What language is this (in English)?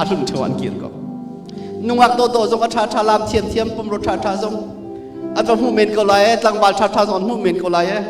Hakha Chin